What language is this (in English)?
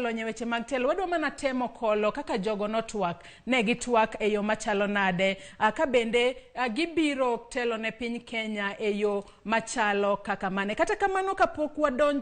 Luo (Kenya and Tanzania)